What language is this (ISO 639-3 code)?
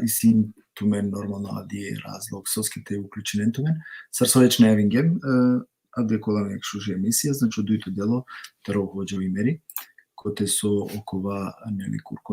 rmn